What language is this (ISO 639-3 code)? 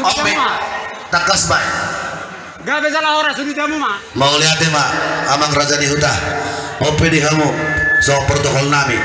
bts